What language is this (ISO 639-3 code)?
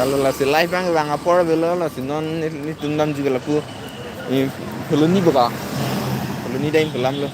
mjw